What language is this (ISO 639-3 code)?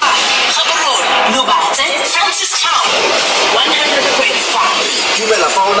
tsn